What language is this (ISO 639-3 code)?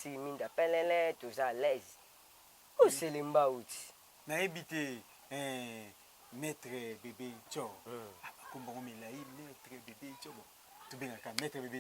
lin